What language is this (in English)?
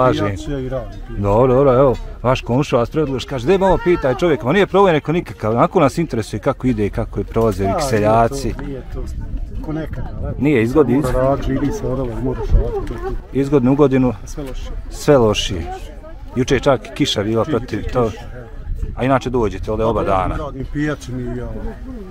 Bosnian